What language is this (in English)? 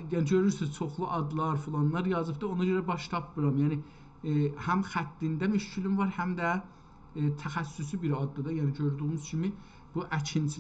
South Azerbaijani